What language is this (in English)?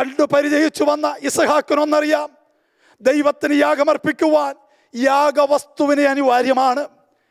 Malayalam